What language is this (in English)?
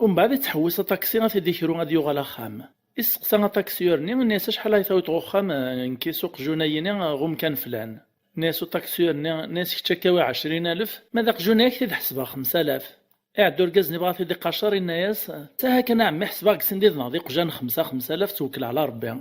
Kabyle